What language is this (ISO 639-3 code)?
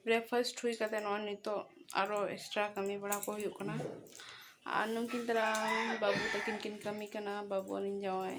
sat